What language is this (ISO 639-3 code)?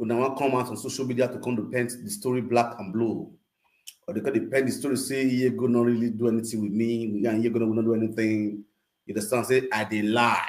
pcm